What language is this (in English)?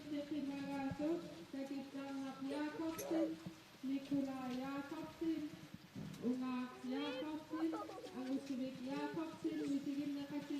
Kalaallisut